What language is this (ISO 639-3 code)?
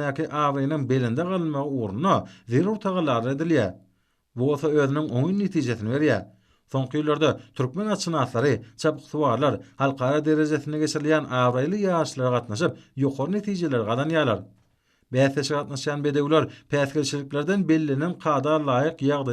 tuk